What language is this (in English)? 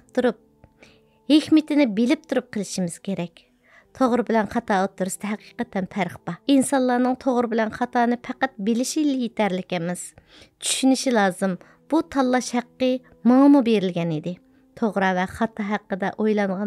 Uyghur